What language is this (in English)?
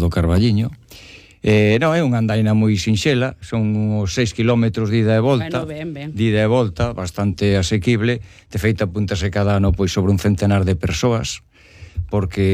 Galician